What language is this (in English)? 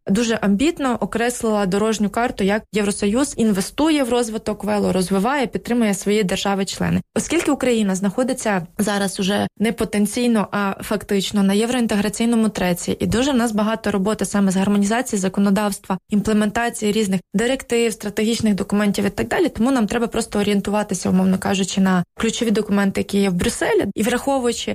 Ukrainian